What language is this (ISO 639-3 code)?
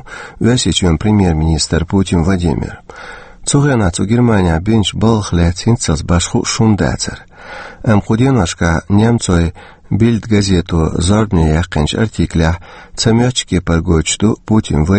che